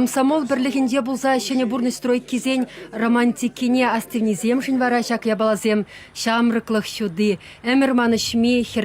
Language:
Chuvash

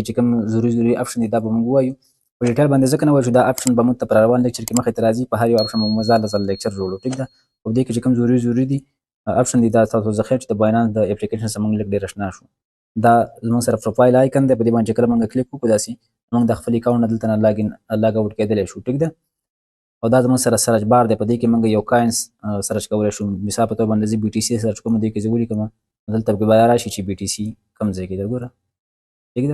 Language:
Pashto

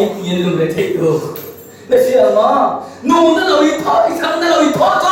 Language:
Hakha Chin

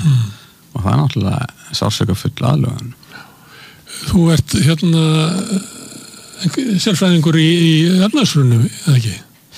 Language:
Icelandic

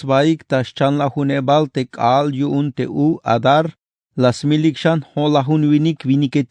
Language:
Tzeltal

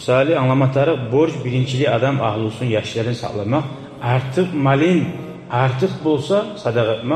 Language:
Kumyk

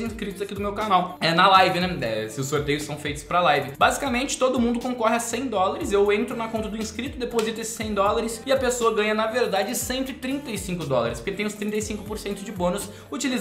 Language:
Portuguese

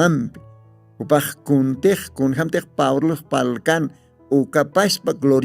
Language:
Aymara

